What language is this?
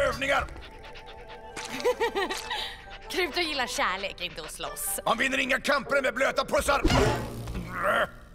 Swedish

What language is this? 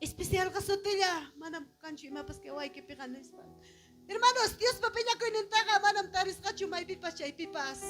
Ayacucho Quechua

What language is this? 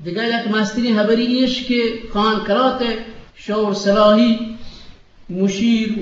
Eastern Balochi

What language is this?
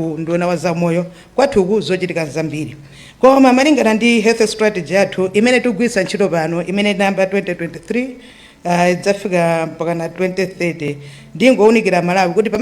Nyanja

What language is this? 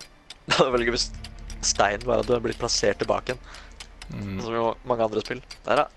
Norwegian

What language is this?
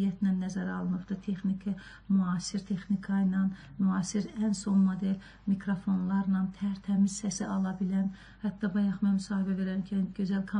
Azerbaijani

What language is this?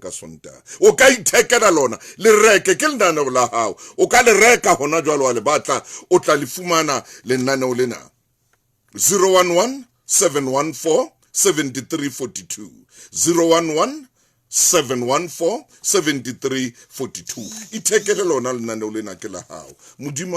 Southern Sotho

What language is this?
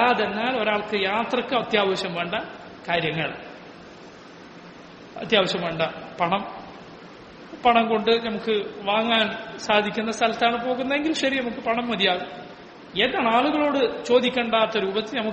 Malayalam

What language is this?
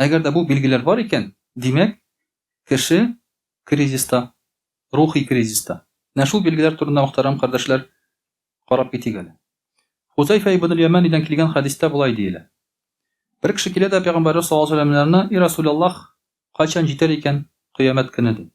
Tatar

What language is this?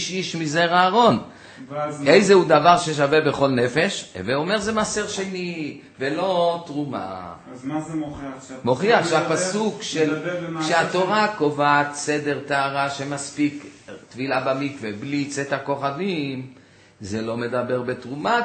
Hebrew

